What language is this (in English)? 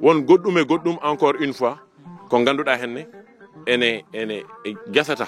Fula